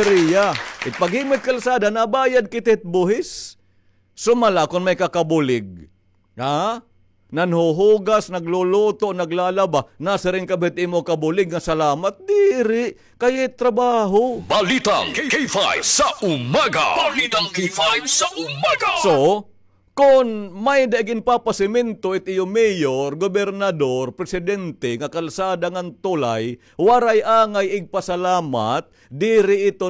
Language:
Waray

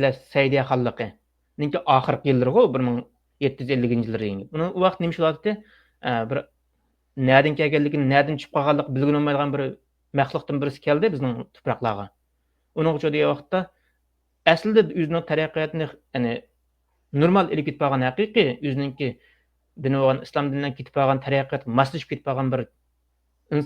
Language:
Uyghur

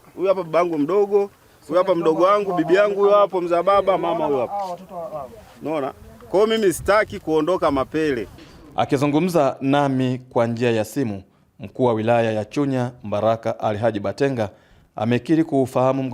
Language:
Swahili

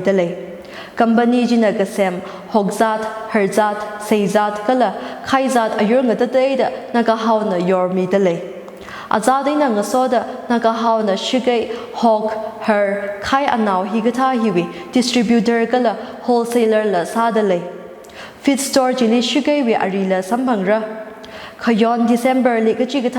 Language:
Tangkhul Naga (India)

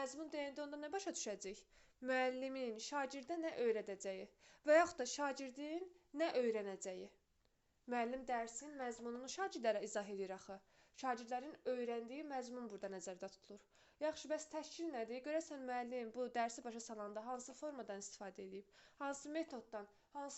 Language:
Azerbaijani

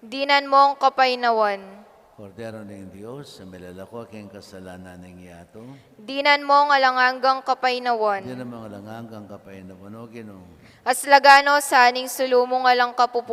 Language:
Pampanga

